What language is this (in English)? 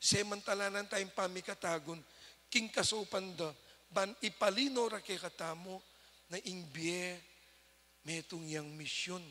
Pampanga